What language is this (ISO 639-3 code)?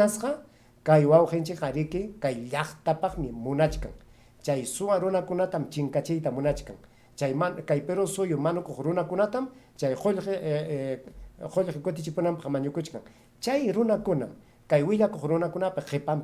quy